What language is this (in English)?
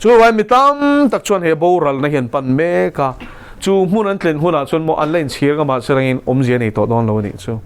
Mizo